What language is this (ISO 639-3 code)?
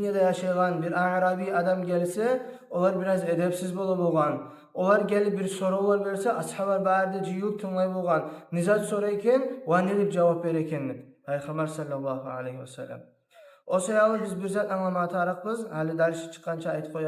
kum